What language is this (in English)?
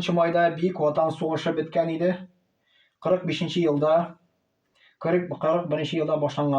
Tatar